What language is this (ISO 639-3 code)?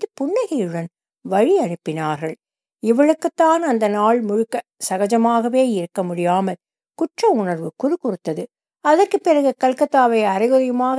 tam